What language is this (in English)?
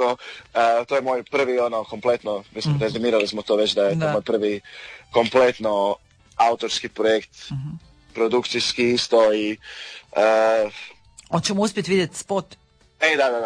Croatian